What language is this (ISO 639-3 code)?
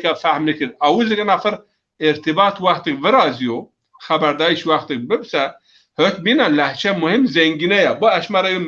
zza